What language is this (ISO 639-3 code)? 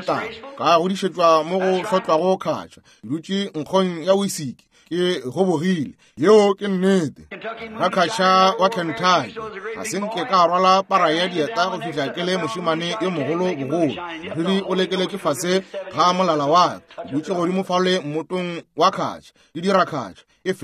nso